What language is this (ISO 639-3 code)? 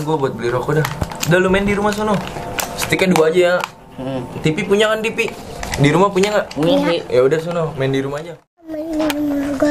bew